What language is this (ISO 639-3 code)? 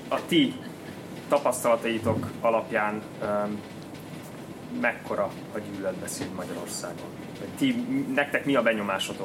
hun